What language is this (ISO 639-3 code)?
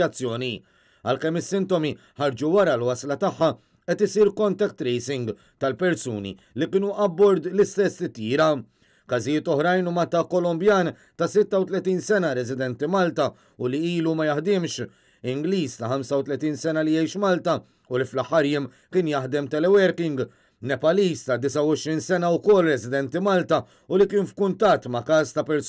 mlt